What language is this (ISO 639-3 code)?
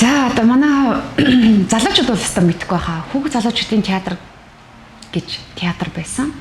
mon